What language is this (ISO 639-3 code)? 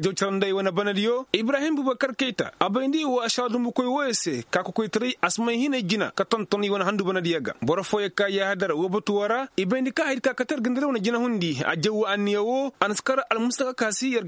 ses